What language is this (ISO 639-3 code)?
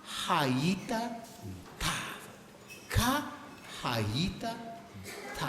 mlg